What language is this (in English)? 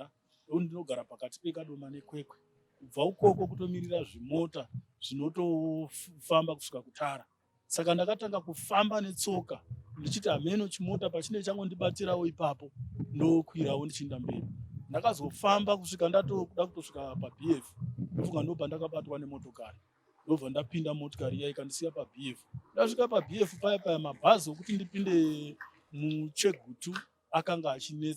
Shona